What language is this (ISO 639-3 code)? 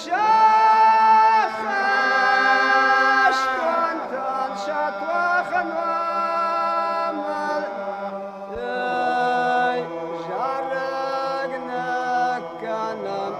oss